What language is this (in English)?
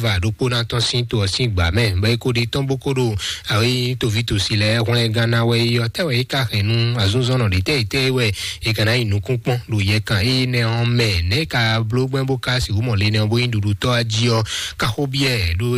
Fon